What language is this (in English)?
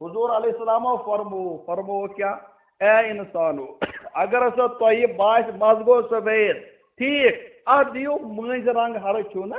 Kashmiri